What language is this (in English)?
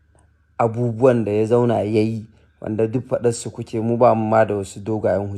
Hausa